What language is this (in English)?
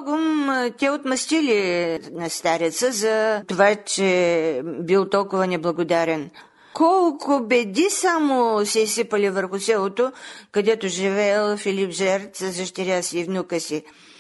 Bulgarian